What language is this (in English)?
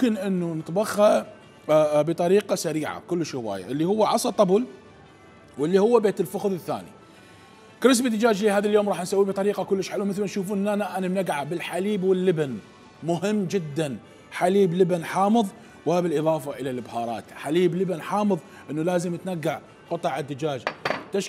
Mesopotamian Arabic